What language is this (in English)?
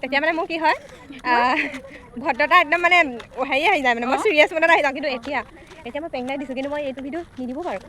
Assamese